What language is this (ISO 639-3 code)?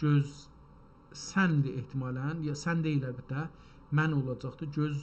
azb